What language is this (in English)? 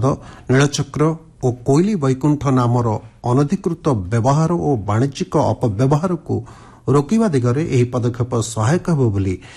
Odia